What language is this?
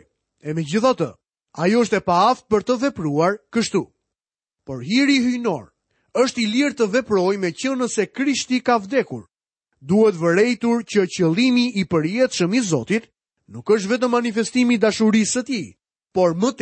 Albanian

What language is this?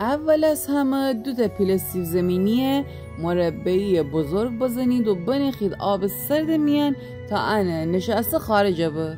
Gilaki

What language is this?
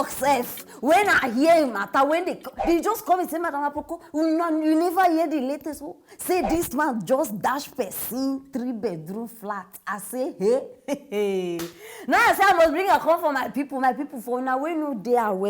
Nigerian Pidgin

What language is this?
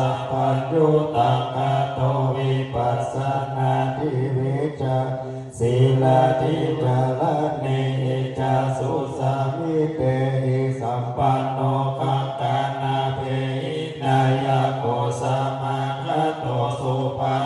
Pali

